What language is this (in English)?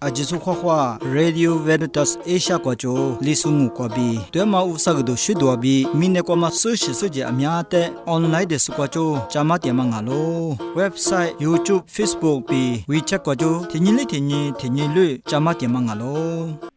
Lisu